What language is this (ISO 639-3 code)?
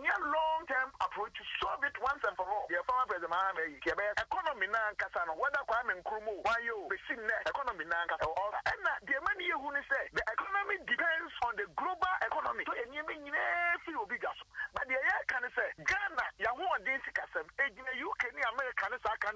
aka